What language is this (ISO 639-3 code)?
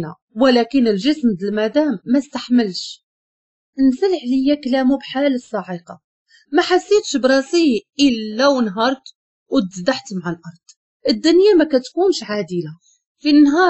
ary